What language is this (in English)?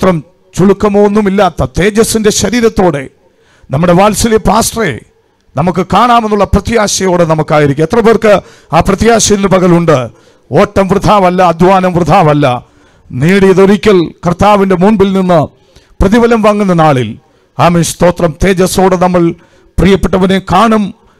Malayalam